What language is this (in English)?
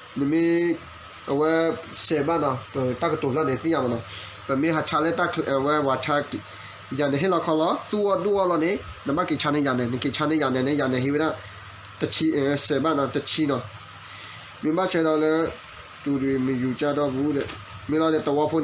S'gaw Karen